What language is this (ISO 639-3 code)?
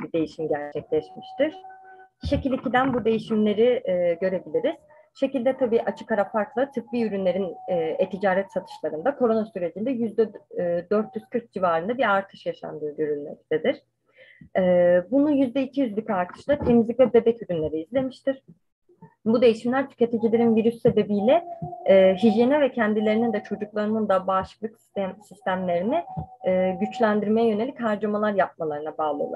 tur